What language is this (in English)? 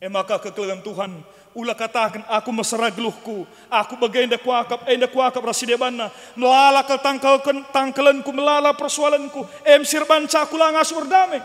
Batak Karo